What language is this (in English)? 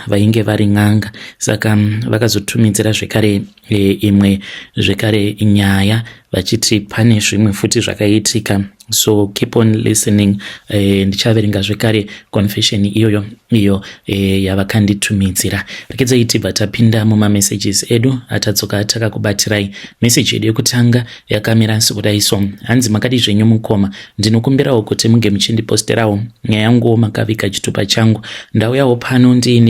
Shona